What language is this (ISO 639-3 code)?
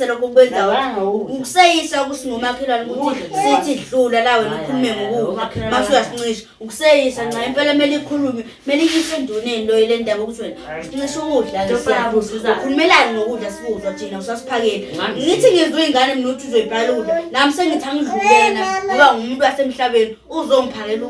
zul